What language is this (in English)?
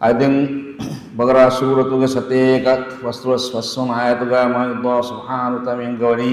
Divehi